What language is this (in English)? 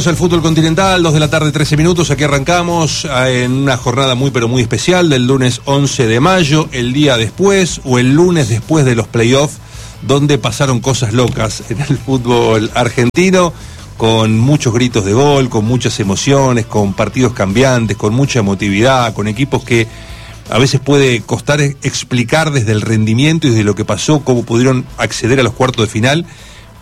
Spanish